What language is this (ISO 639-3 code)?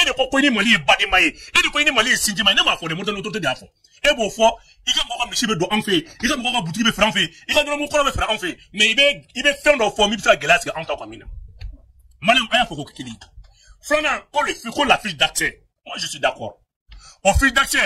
bam